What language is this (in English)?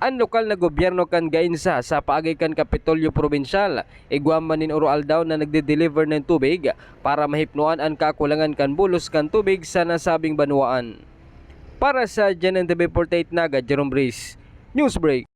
Bikol